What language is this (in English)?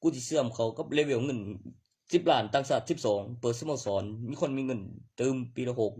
Northeastern Thai